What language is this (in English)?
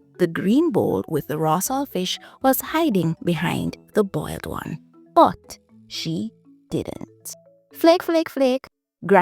Jamaican Creole English